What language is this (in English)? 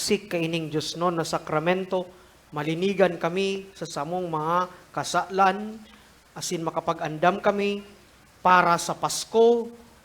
Bikol